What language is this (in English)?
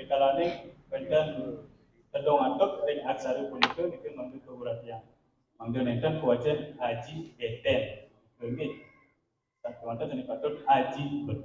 Balinese